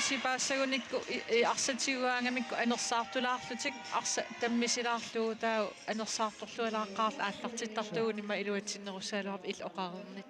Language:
Kalaallisut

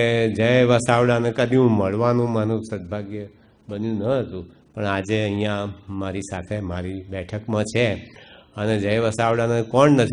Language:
Gujarati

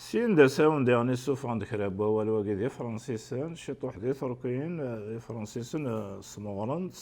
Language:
Kabyle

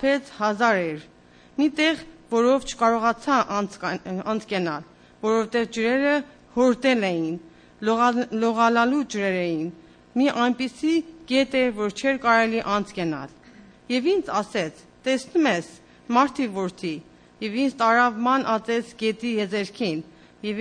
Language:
Armenian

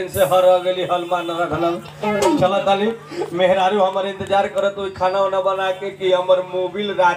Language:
Bhojpuri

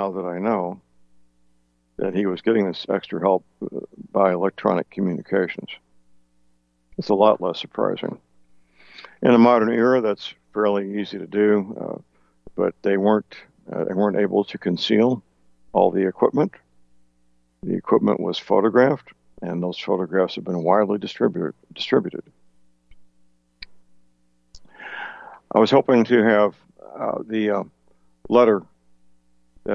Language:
English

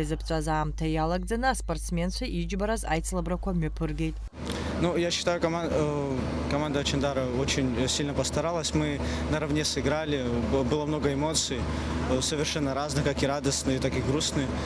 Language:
Abkhazian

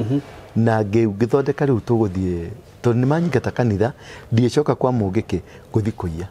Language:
Kikuyu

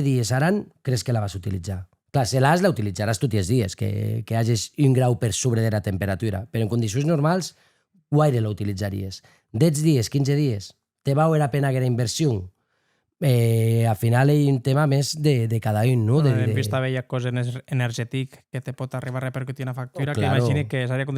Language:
Occitan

